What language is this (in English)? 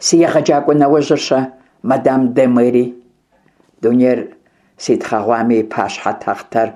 Kabardian